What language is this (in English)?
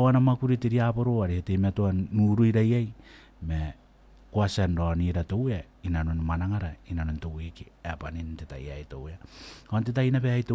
Gilbertese